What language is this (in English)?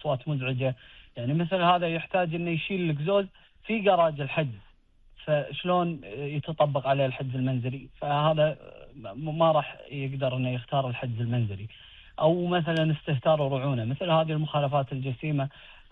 Gulf Arabic